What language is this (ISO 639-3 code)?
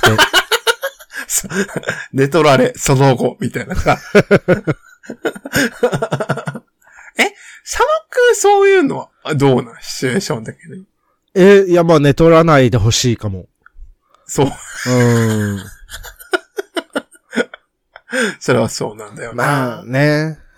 jpn